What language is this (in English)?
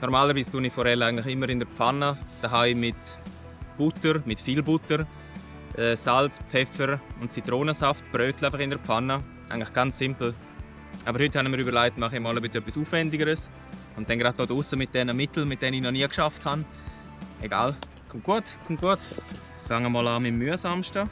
Swiss German